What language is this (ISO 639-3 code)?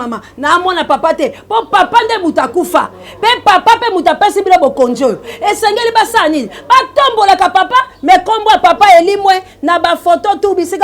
lin